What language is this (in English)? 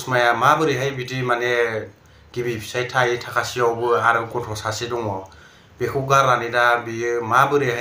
Bodo